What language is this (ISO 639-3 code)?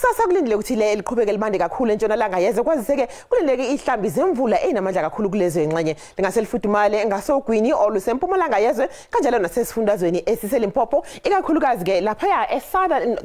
zul